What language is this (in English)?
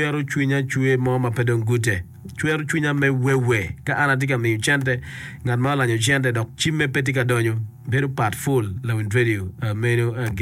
Acoli